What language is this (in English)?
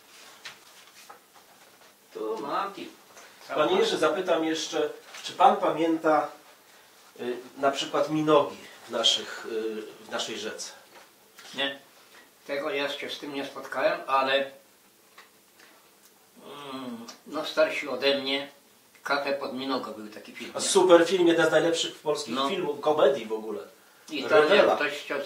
Polish